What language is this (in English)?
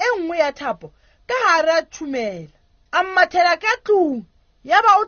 Southern Sotho